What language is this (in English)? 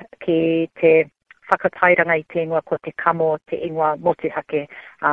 Māori